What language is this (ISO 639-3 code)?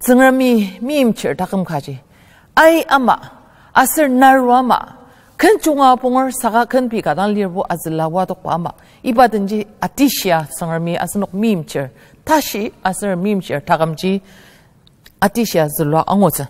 njo